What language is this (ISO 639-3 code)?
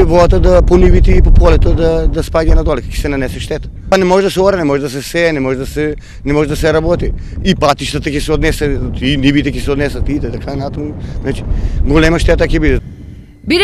mkd